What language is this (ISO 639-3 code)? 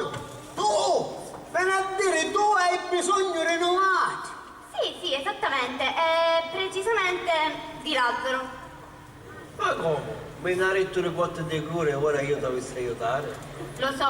scn